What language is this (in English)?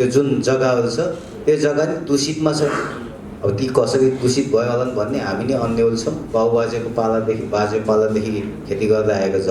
Nepali